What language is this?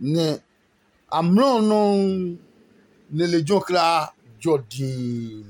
Adangme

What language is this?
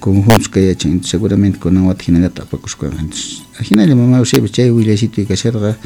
South Bolivian Quechua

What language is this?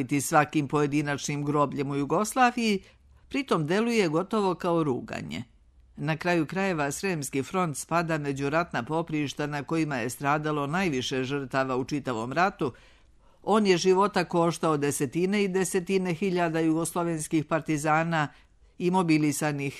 Serbian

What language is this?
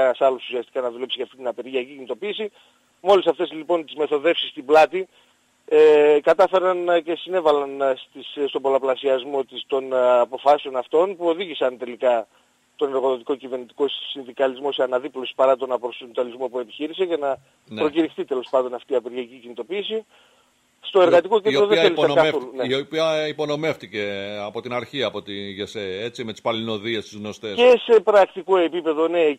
Greek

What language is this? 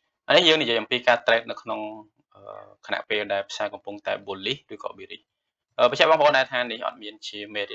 Khmer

